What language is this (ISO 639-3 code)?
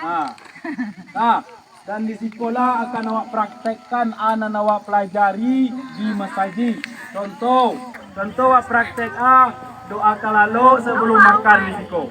min